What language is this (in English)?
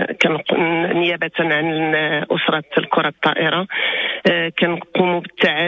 Moroccan Arabic